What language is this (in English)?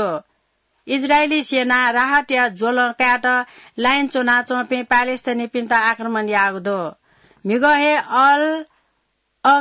Newari